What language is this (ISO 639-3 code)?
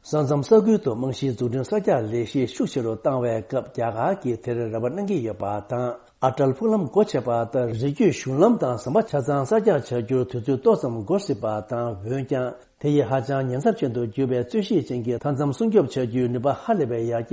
bod